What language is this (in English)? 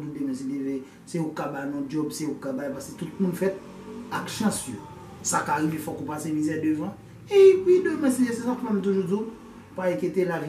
Haitian Creole